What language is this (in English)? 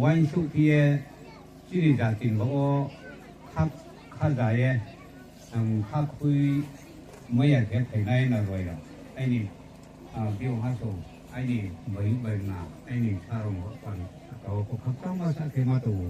Riang (India)